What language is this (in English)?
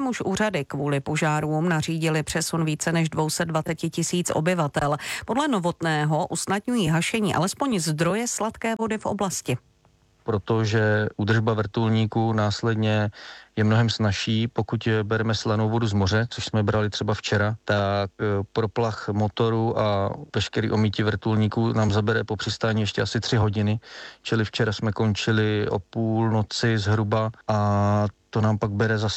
Czech